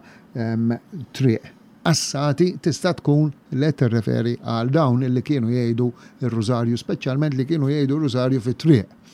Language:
Maltese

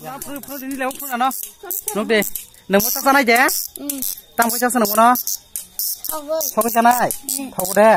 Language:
Kok Borok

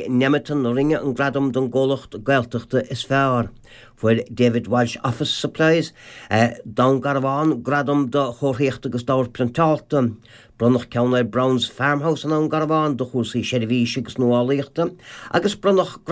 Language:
Irish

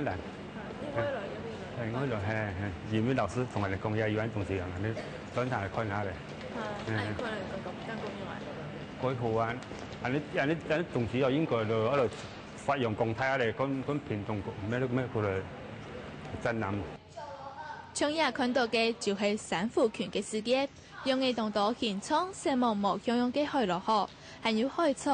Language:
Hakka Chinese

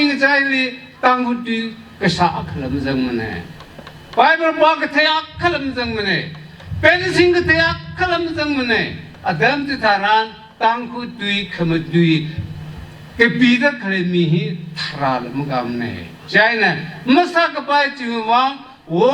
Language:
Tangkhul Naga (India)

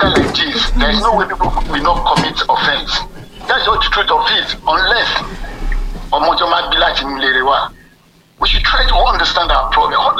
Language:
English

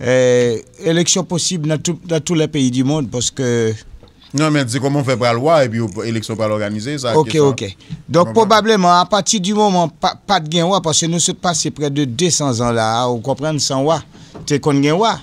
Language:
Haitian Creole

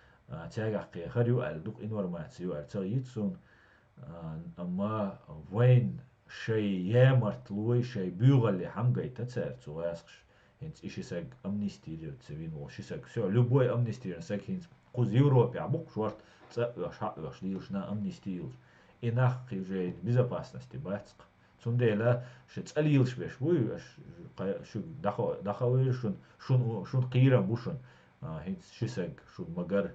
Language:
Chechen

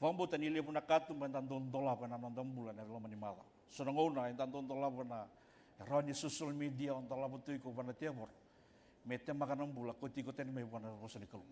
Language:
Fijian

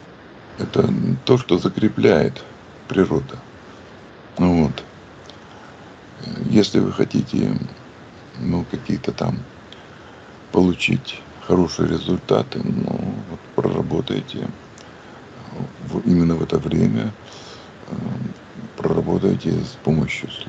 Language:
Russian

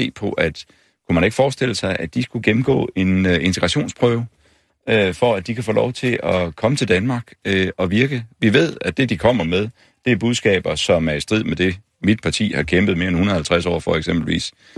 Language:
Danish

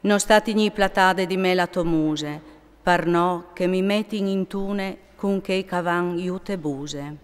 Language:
Friulian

